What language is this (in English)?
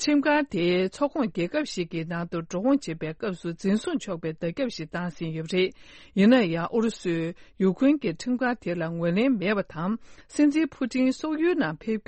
Tibetan